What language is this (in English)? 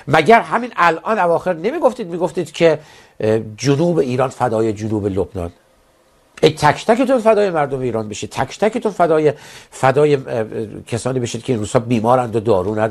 Persian